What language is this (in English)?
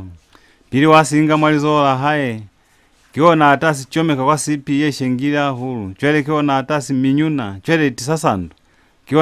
Lozi